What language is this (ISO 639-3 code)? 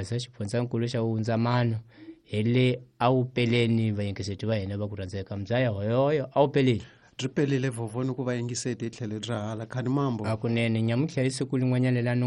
tso